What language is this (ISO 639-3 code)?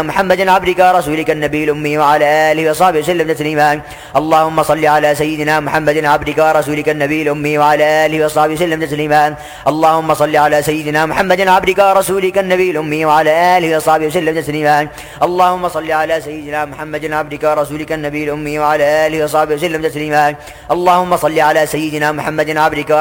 ara